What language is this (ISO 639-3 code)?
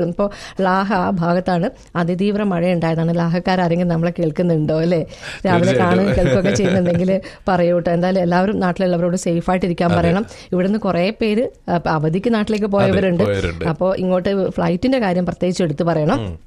mal